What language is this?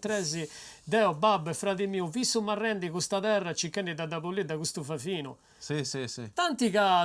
Sardinian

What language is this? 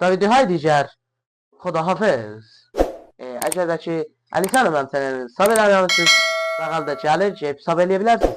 South Azerbaijani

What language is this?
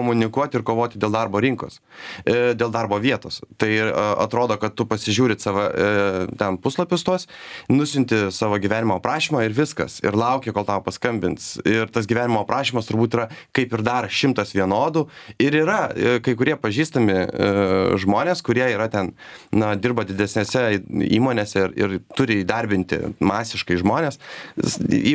Lithuanian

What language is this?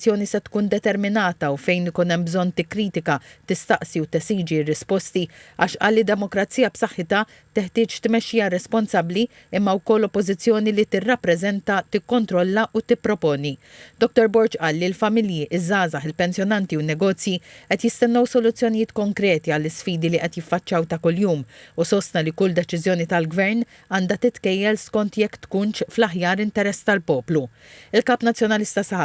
Maltese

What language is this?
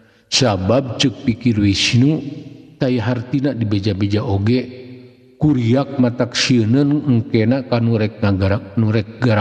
Sundanese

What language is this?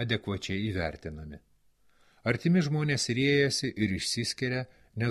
Lithuanian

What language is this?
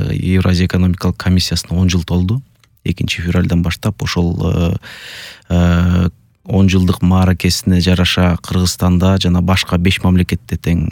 Kyrgyz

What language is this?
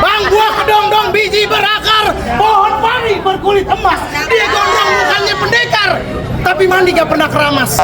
Betawi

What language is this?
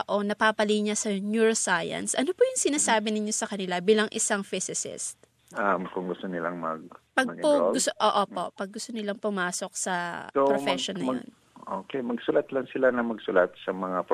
Filipino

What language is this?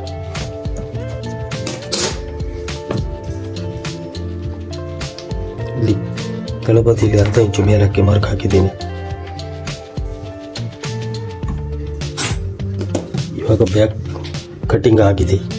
Kannada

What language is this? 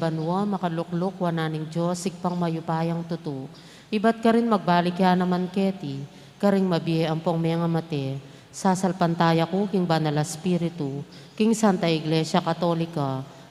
Pampanga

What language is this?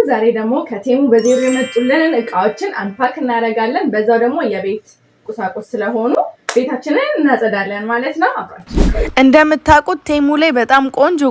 Amharic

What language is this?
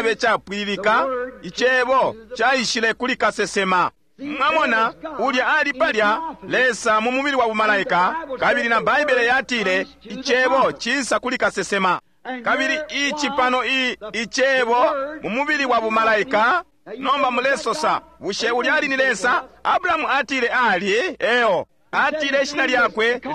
Bemba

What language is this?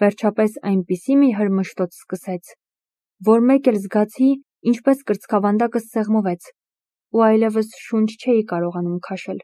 Armenian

